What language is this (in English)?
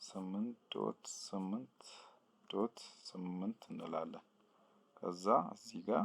Amharic